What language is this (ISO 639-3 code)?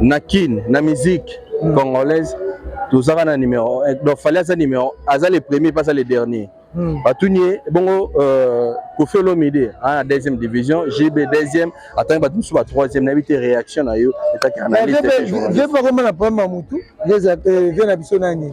lin